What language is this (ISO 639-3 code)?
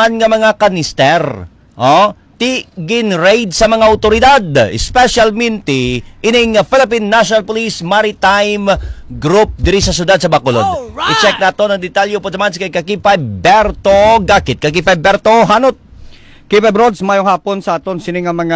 hil